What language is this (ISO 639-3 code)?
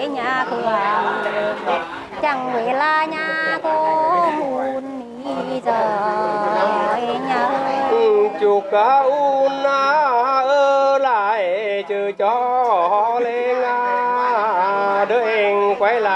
vie